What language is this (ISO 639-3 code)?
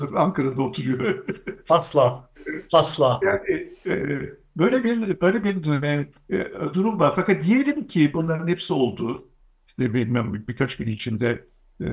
tur